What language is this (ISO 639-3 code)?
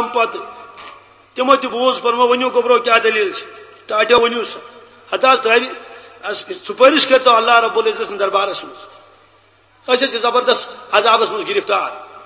kas